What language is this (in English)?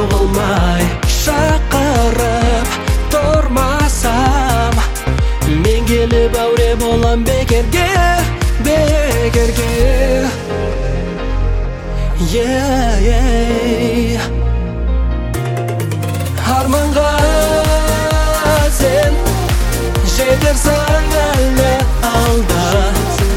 Kazakh